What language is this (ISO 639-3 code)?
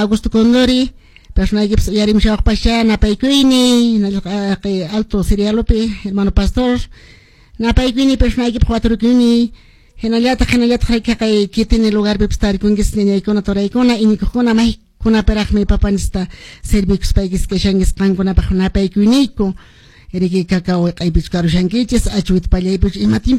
que